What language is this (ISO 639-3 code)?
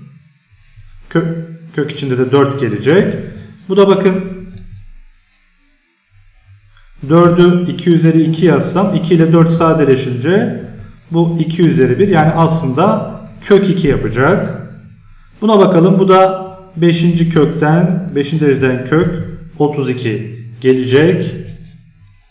tur